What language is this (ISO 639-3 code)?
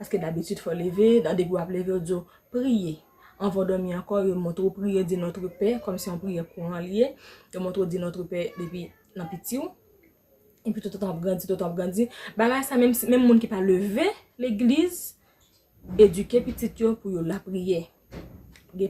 hat